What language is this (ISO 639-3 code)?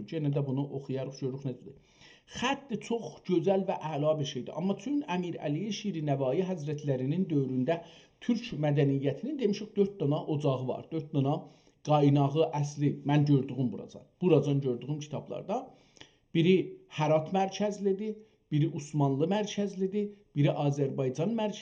azb